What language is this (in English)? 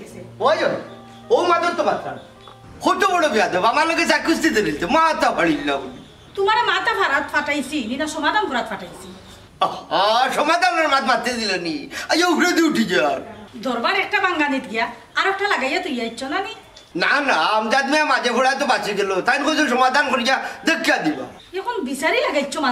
Sylheti